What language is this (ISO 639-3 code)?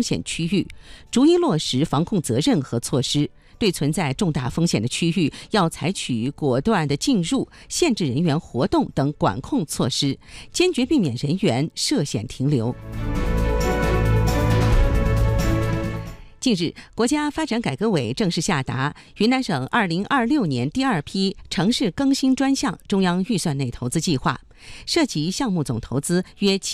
zho